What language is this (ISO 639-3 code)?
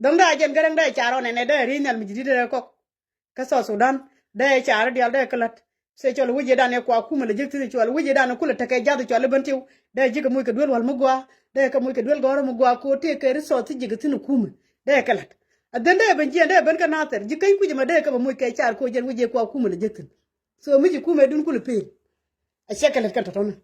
nus